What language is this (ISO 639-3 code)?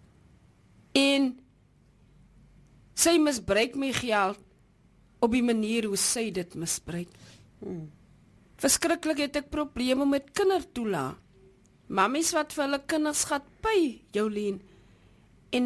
afr